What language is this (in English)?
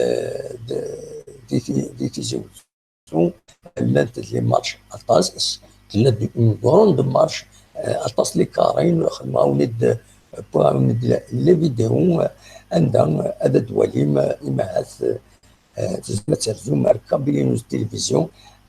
Kabyle